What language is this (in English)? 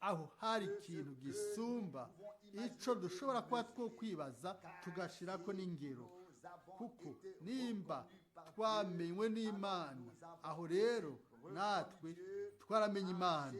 Rundi